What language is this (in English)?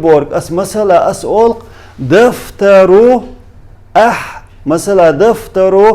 Chechen